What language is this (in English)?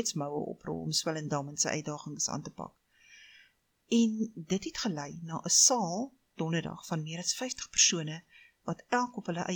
Afrikaans